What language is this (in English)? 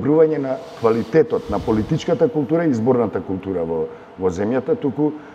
Macedonian